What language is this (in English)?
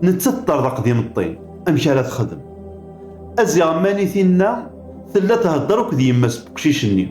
Kabyle